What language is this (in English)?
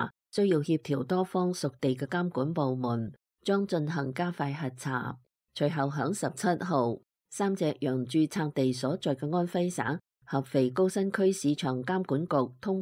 Cantonese